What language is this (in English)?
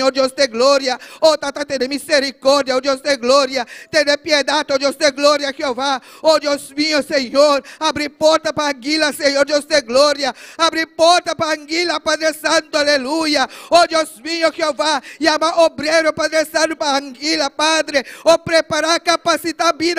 Papiamento